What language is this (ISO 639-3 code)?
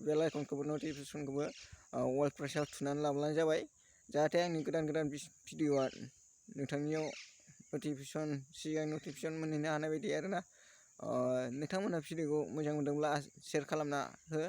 brx